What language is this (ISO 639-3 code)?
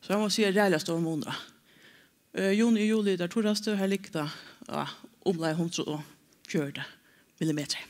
fao